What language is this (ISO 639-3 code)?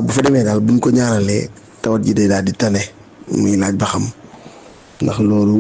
wol